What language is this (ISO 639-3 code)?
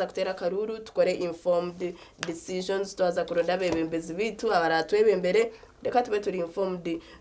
nyn